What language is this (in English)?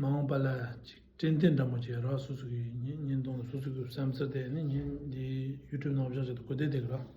Tibetan